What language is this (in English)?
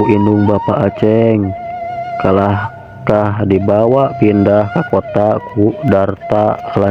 Sundanese